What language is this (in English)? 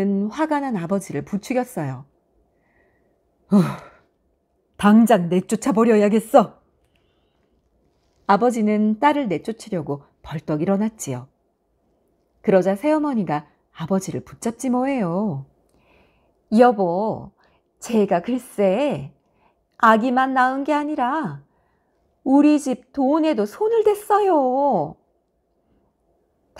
Korean